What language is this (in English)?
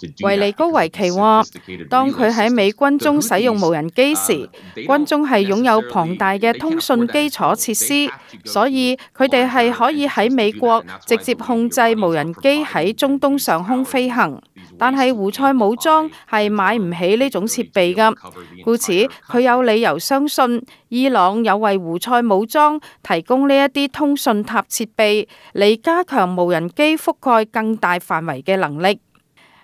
Cantonese